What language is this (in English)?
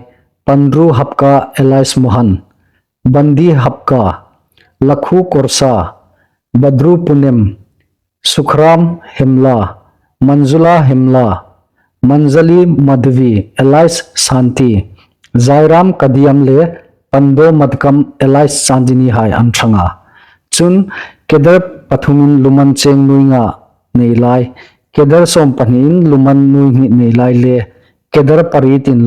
Hmar